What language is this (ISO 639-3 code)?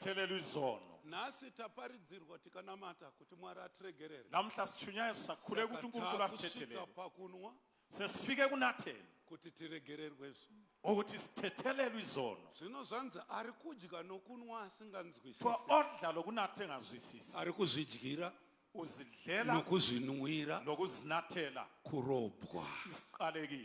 sna